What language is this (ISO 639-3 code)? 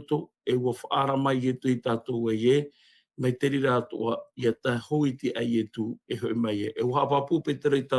tah